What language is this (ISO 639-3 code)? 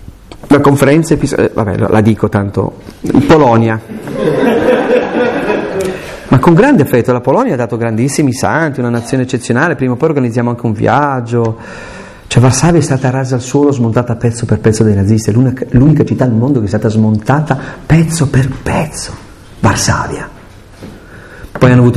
ita